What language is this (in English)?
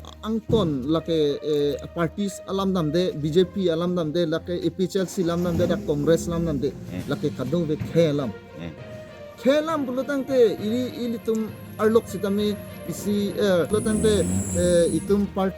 Karbi